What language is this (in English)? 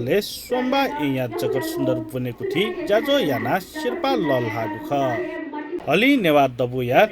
Newari